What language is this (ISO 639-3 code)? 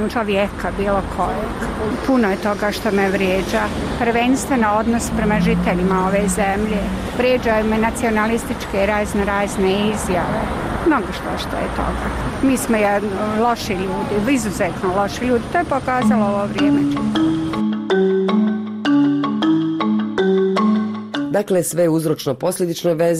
bos